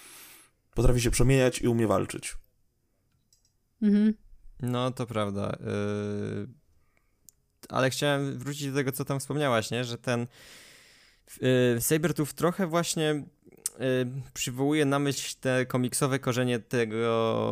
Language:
Polish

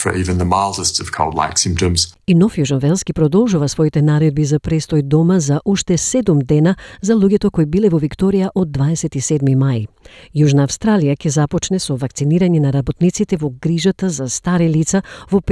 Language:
Macedonian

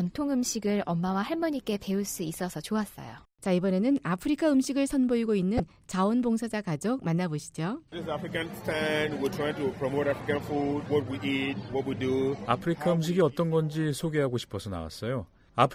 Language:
Korean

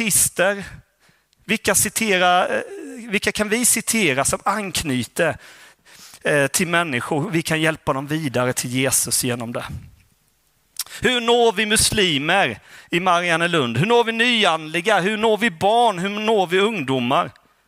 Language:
Swedish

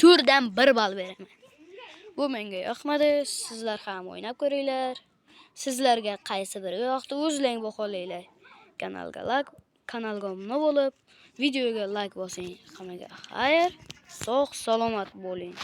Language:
Uzbek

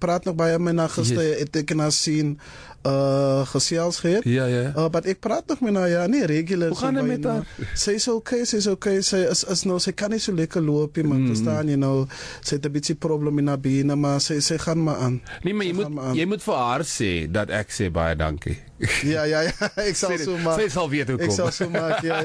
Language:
Afrikaans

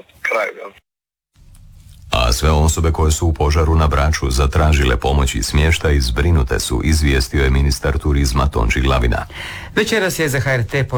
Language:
Croatian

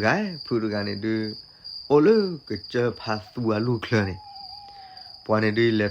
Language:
S'gaw Karen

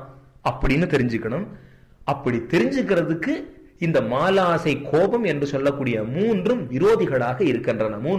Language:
Tamil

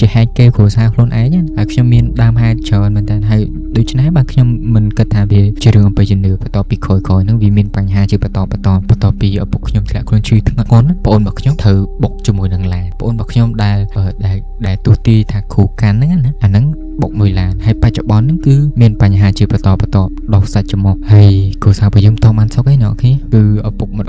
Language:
Khmer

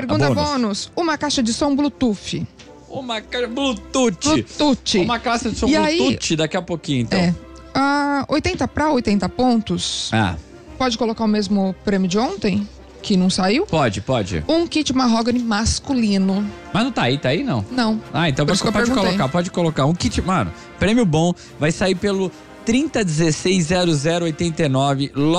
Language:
Portuguese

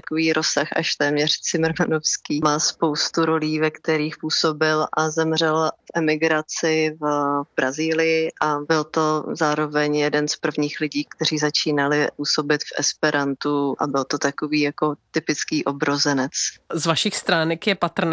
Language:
Czech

